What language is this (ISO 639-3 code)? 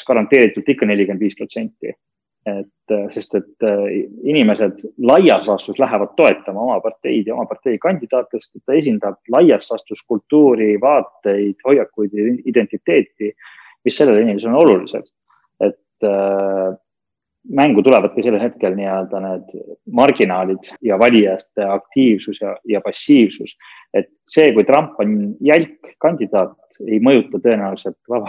est